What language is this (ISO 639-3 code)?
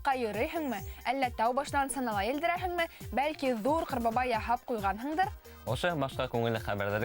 bak